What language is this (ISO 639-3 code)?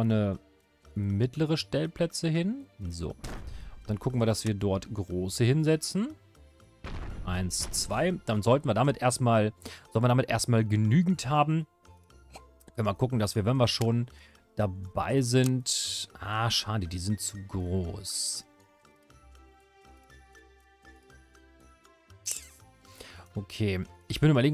deu